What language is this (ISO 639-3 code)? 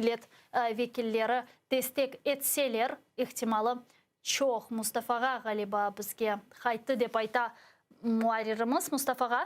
crh